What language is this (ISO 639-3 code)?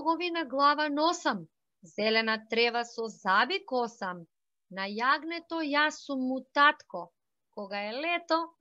mkd